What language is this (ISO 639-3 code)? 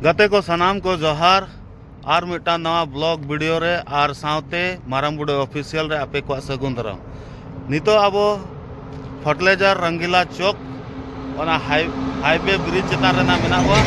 sat